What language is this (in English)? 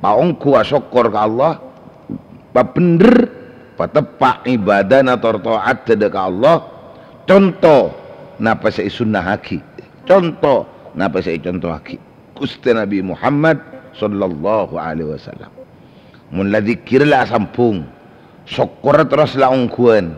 Madurese